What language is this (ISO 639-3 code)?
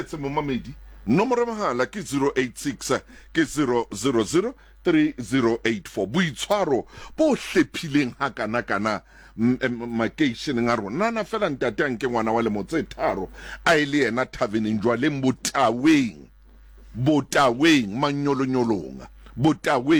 sot